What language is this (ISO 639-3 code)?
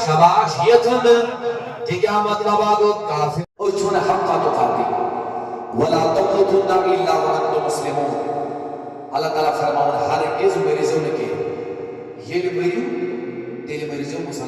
kas